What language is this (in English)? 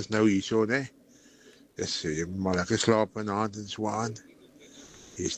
Afrikaans